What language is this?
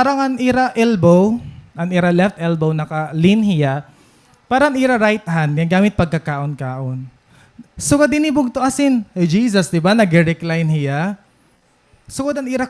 Waray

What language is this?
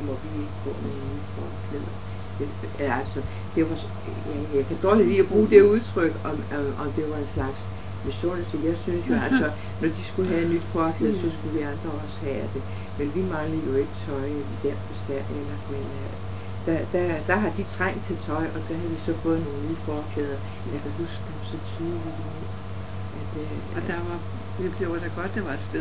Danish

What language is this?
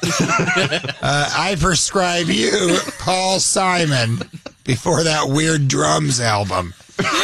English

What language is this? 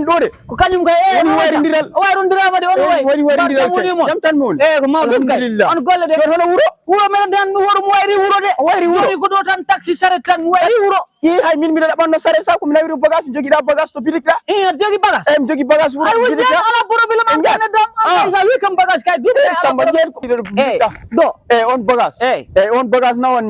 Fula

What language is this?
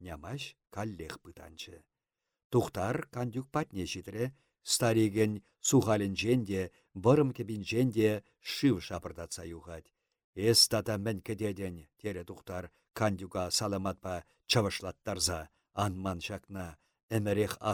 Chuvash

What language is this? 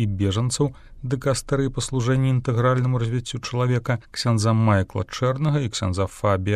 Belarusian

